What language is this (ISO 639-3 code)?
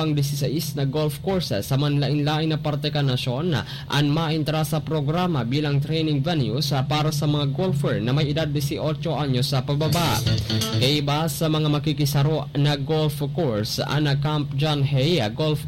bik